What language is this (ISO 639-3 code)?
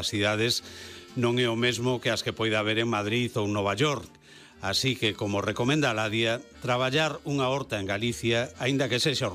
glg